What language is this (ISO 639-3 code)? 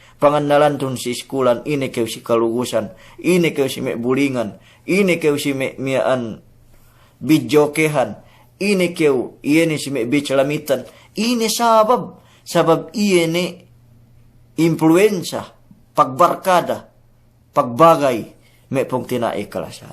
yka